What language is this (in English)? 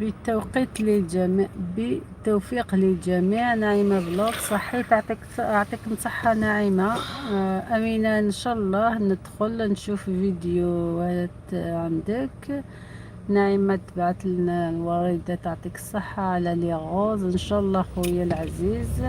Algerian Arabic